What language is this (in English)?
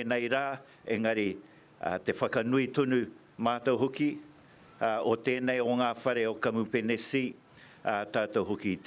Māori